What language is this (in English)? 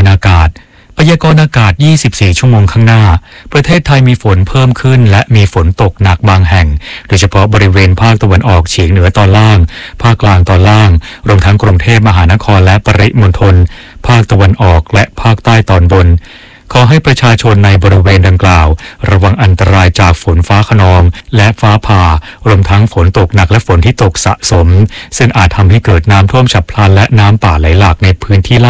Thai